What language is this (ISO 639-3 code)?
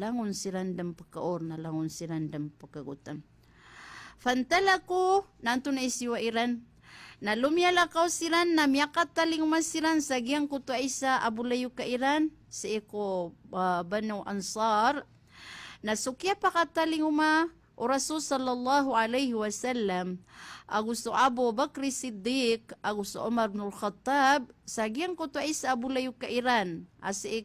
mrw